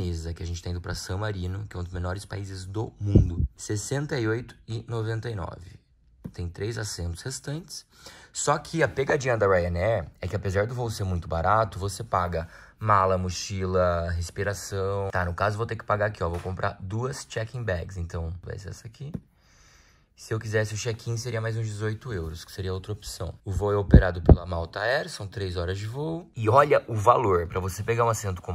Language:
Portuguese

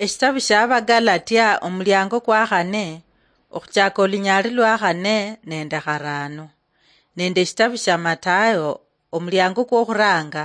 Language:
Luyia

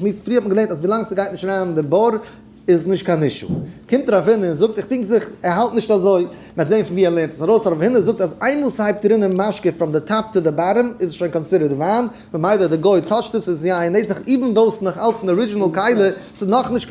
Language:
Yiddish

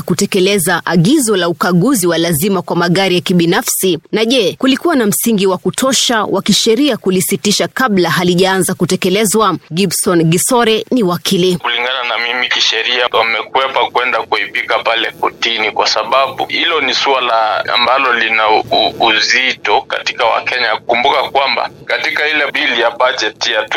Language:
Swahili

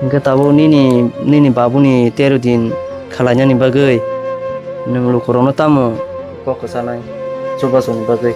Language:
Kok Borok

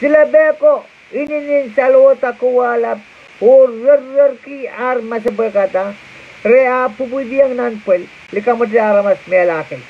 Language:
Pohnpeian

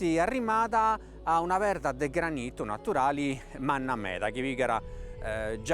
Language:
Sardinian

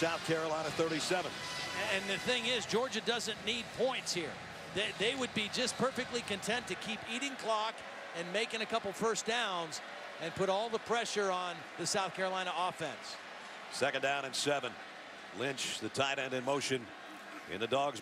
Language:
English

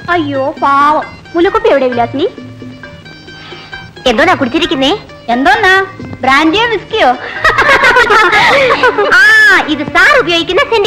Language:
Malayalam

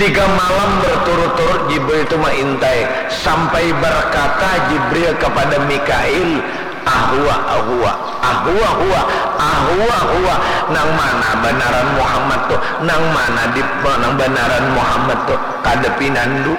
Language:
Banjar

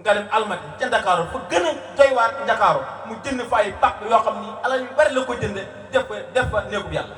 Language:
Wolof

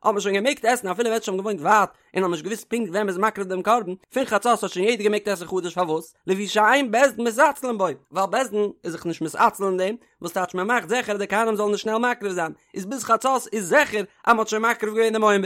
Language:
Yiddish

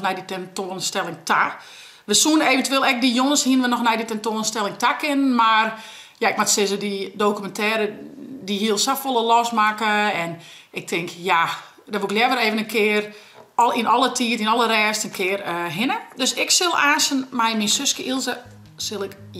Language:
Western Frisian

